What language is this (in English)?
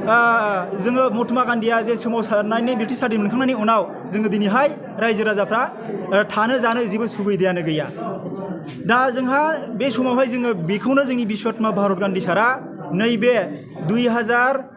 Bodo